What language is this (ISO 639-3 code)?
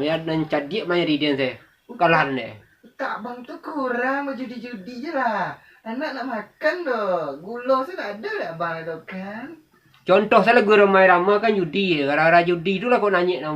min